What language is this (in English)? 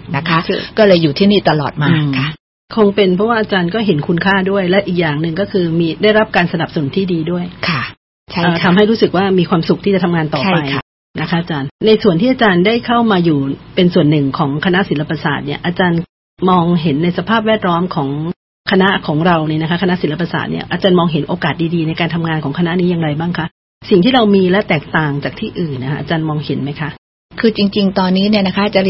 Thai